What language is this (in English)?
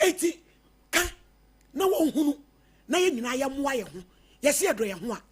Akan